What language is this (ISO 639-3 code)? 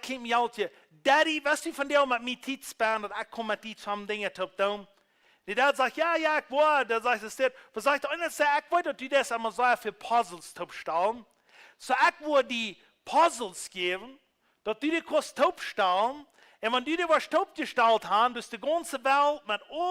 pdt